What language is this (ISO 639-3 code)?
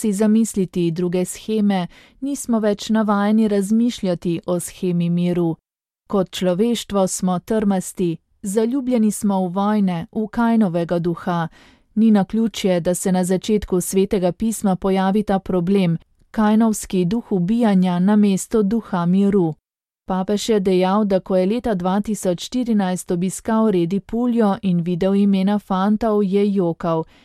slv